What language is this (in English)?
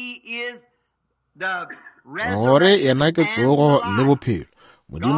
Northern Sotho